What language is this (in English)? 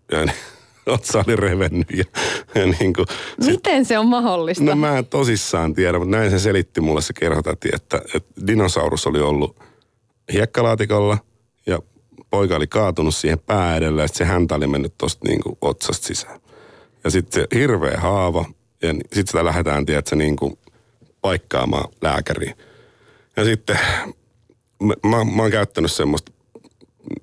Finnish